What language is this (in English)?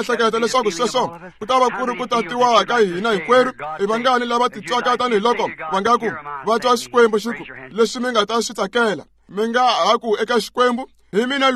Tsonga